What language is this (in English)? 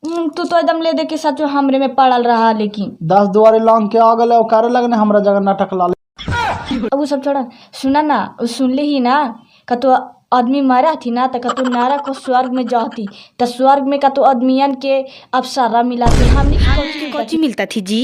Magahi